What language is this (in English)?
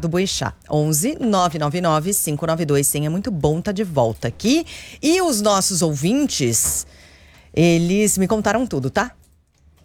Portuguese